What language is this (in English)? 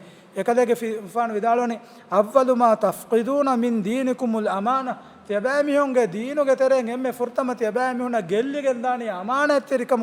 Divehi